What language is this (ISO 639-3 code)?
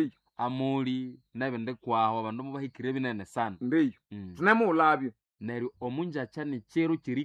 nnb